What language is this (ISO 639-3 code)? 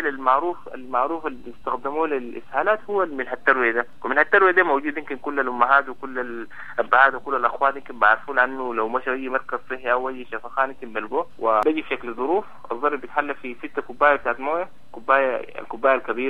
apd